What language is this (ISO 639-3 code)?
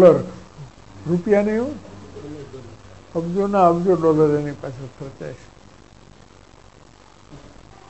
guj